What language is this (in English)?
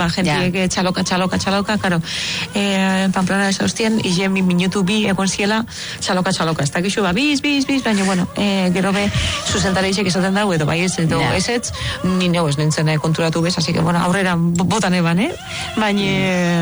Basque